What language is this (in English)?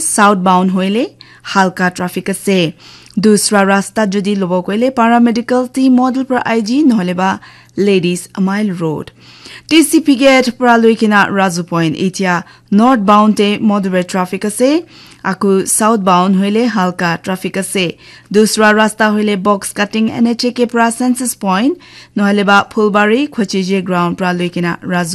Naga Pidgin